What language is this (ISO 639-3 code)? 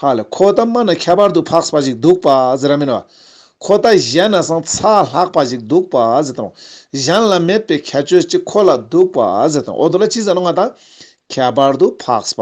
lbj